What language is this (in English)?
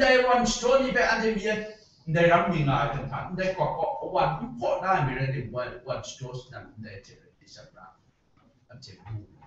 Kachin